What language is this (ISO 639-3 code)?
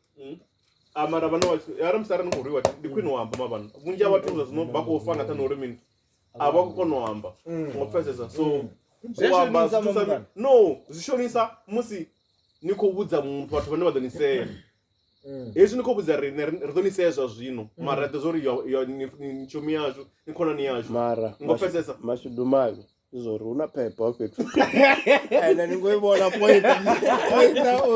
ven